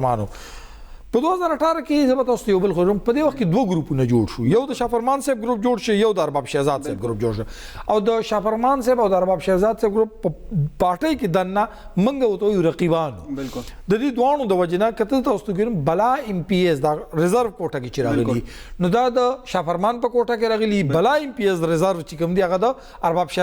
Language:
Pashto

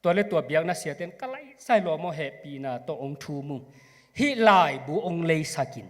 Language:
Tedim Chin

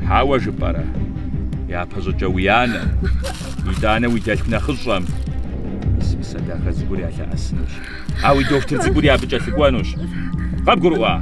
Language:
Kabardian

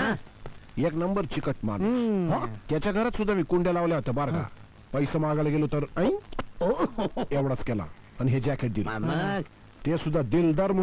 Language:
Marathi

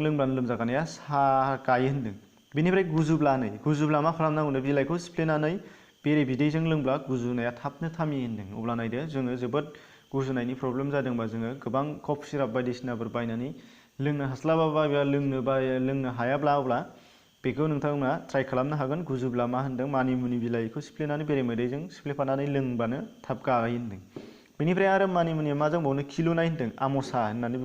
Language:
Bodo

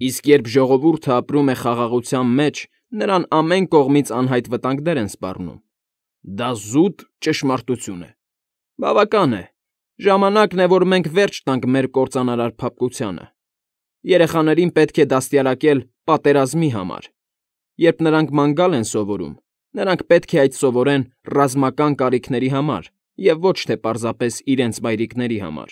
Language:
Armenian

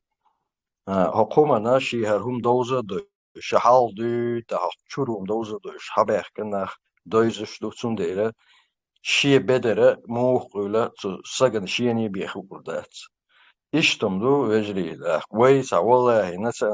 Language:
Chechen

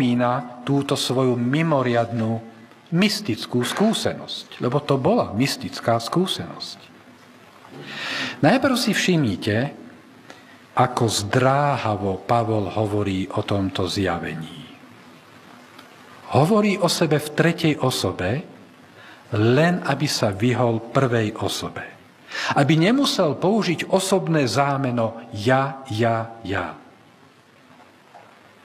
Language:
Slovak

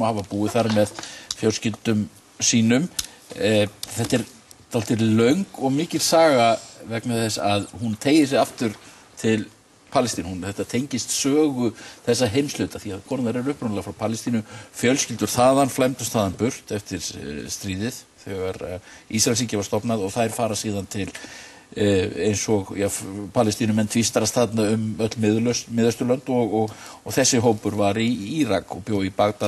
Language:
Icelandic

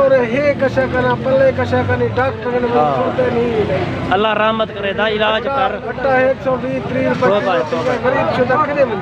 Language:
Saraiki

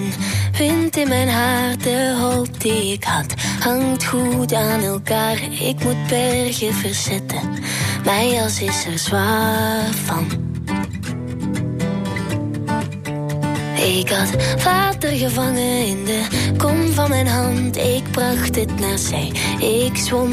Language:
Dutch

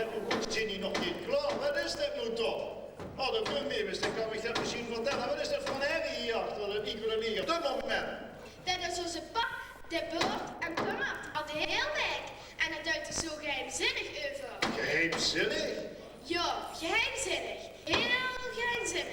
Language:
Limburgish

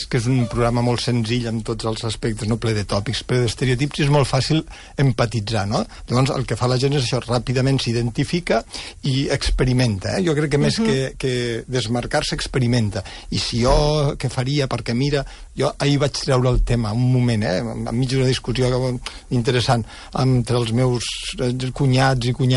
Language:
Catalan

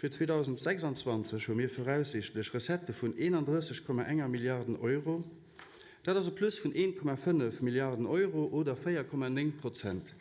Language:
Luxembourgish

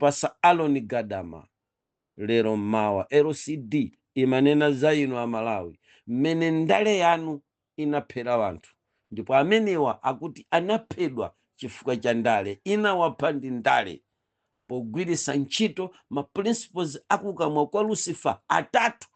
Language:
Nyanja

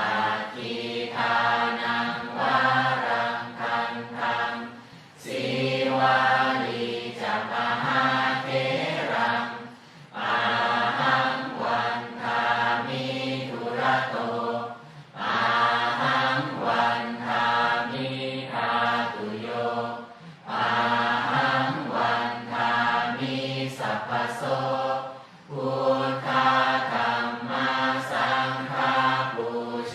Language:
Pali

